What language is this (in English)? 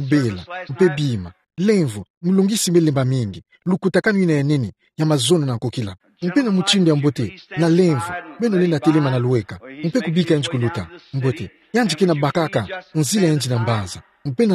Kituba (Democratic Republic of Congo)